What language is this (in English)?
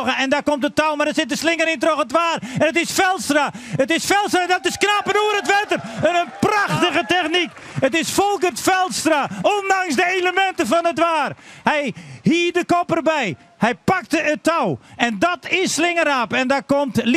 Western Frisian